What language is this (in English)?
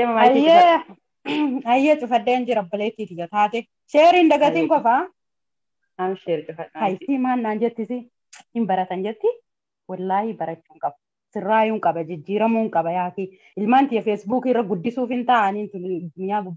Oromo